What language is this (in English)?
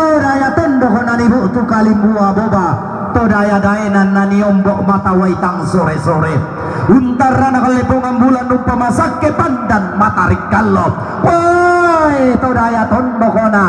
Toraja-Sa'dan